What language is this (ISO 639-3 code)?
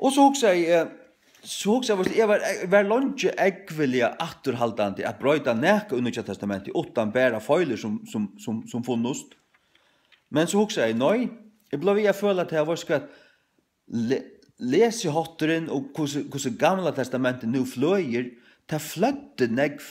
fao